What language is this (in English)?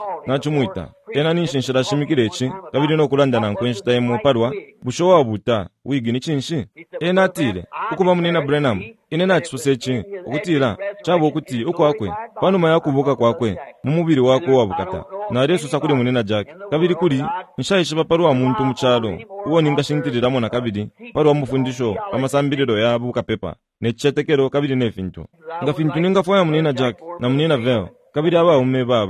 Bemba